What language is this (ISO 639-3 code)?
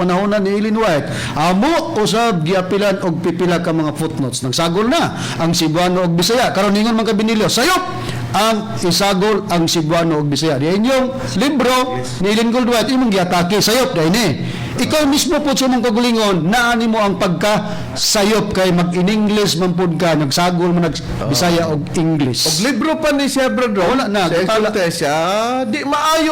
ceb